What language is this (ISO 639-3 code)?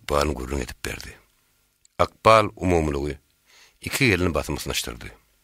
tuk